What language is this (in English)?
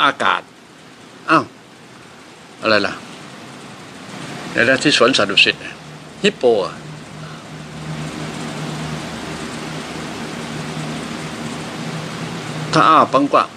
Thai